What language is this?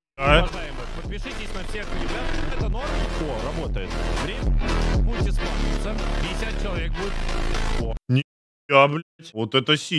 Russian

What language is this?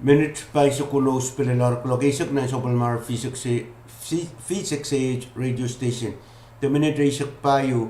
Pohnpeian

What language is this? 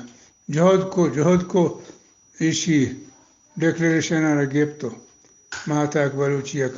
Eastern Balochi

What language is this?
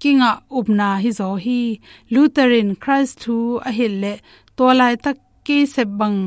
Tedim Chin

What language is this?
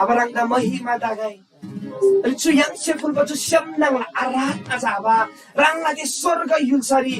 Eastern Tamang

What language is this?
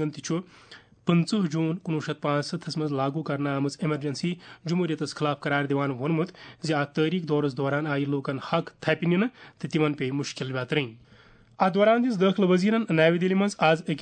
Kashmiri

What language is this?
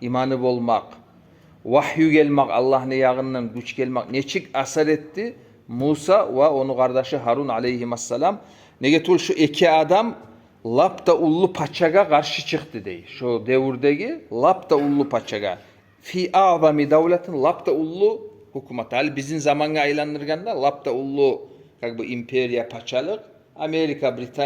Kumyk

